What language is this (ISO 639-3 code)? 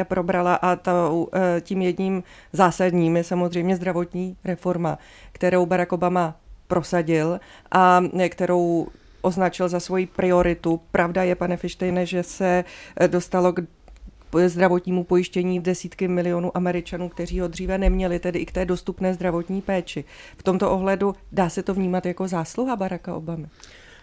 ces